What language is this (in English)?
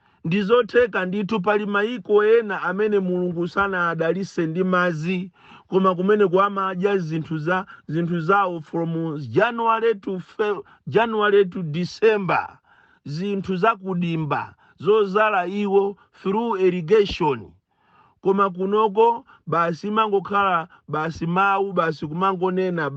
Nyanja